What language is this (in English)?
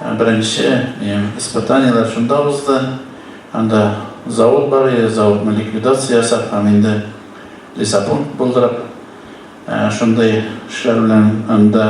Tatar